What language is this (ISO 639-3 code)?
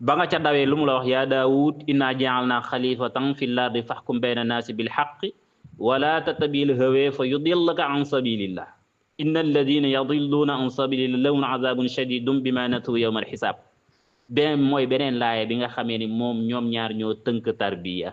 wol